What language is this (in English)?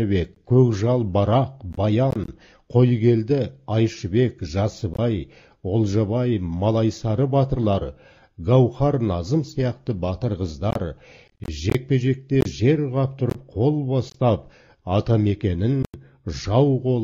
Kazakh